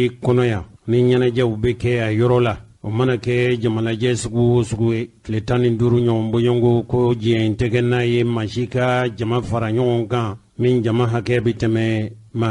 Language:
Bambara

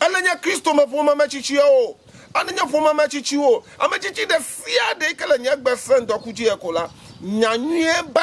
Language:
Ewe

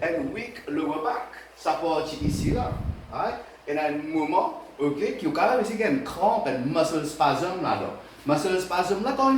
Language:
Morisyen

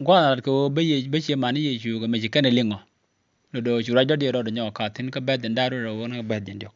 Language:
Nuer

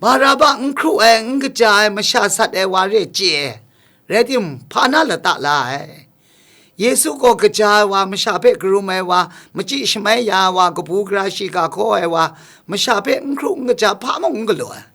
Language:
Kachin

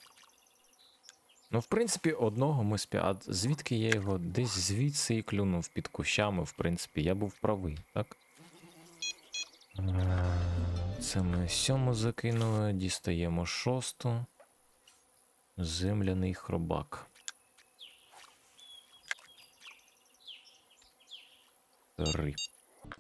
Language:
Ukrainian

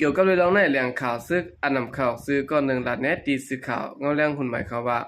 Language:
Shan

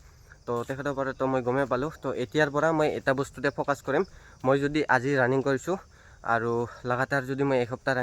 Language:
Assamese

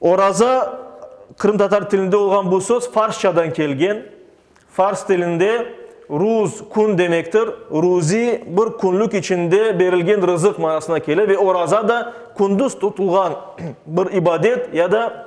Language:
Crimean Tatar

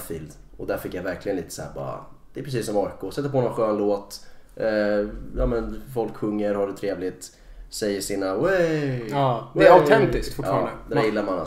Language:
Swedish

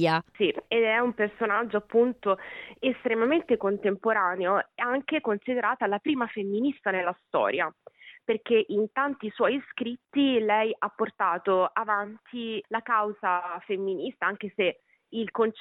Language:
Italian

